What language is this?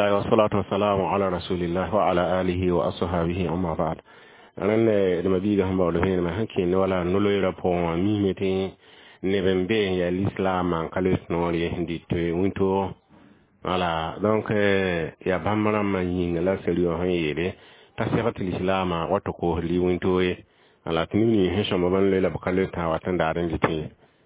Mossi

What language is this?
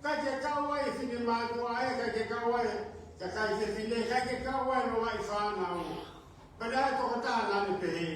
Tongan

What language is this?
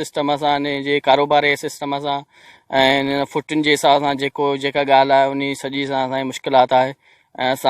Sindhi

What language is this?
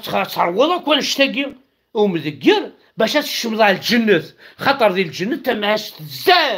Kabyle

